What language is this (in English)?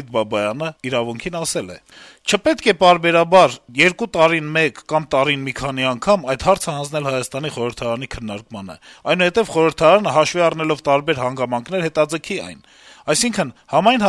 Armenian